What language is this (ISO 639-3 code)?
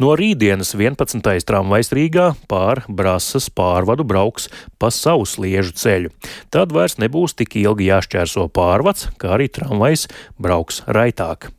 lav